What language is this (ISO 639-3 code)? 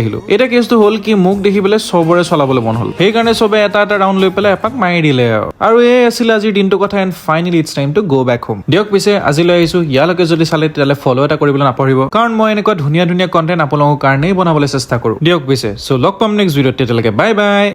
asm